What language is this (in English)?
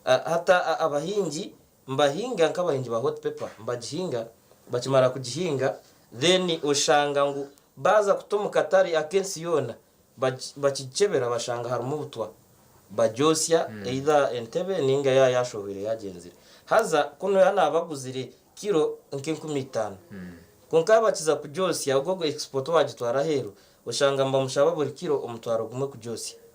Nyankole